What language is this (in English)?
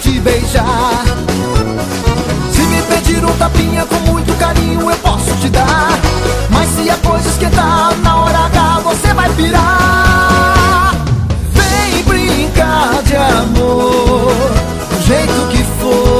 Portuguese